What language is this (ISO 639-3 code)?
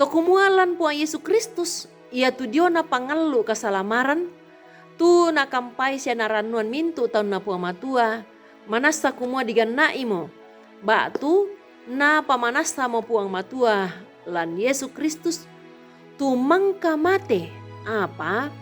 sda